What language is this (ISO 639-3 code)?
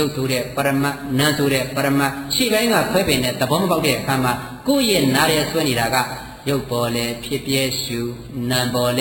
mya